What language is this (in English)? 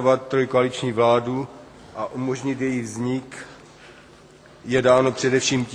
Czech